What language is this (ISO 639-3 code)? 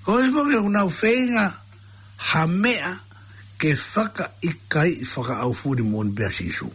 ton